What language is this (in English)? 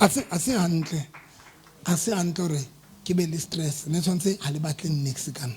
Southern Sotho